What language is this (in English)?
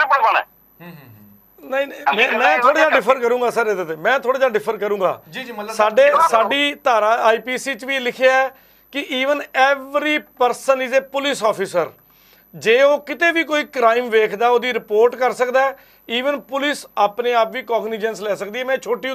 Punjabi